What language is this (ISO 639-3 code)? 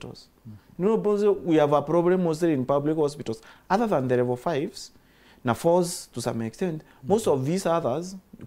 mer